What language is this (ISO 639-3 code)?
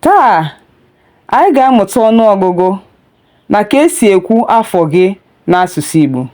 ibo